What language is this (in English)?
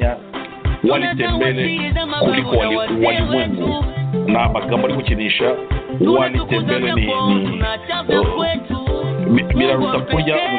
Kinyarwanda